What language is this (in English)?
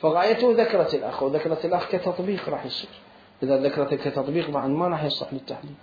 Mesopotamian Arabic